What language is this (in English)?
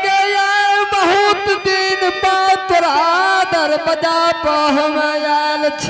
Angika